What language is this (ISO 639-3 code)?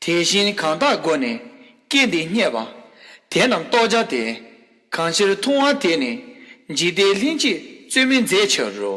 bod